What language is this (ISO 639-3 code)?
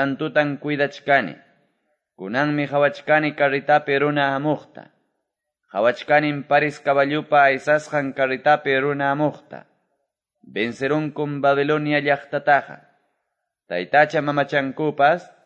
que